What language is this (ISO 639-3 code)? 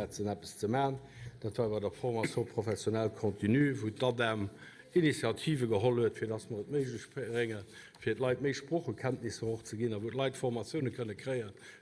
ltz